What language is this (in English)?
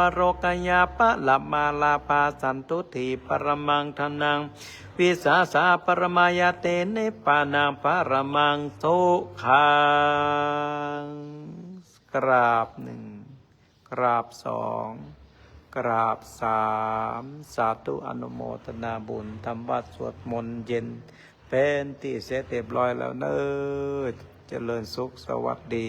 Pali